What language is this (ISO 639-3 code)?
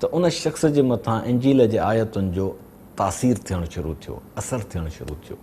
snd